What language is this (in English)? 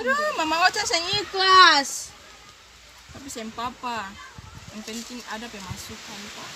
Ambonese Malay